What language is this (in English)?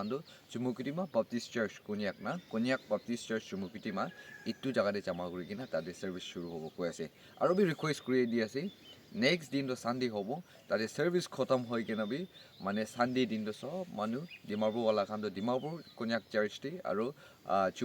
Naga Pidgin